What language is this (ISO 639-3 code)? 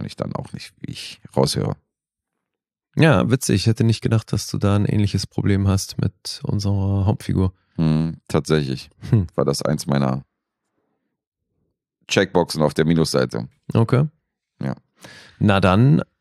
deu